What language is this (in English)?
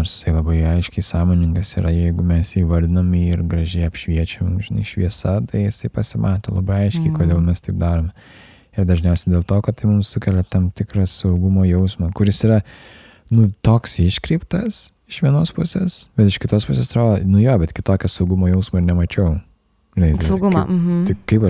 Lithuanian